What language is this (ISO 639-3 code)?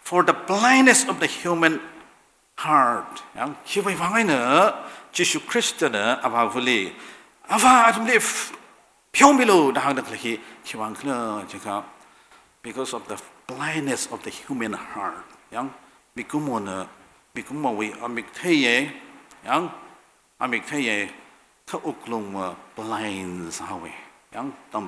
nmf